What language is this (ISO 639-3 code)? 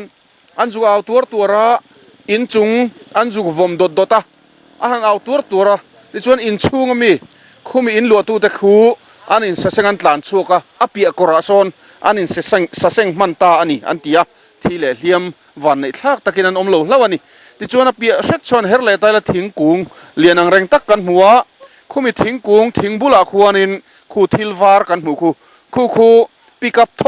lus